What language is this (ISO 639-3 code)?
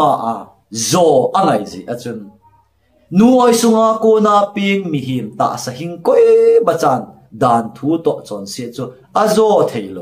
tcz